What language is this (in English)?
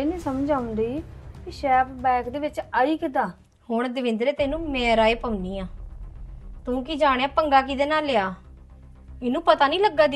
Punjabi